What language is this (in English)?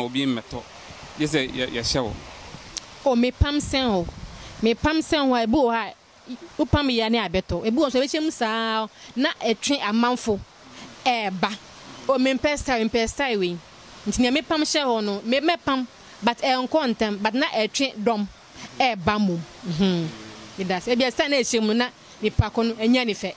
Akan